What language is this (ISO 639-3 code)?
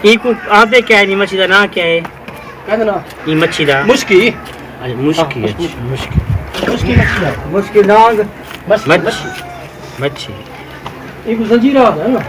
skr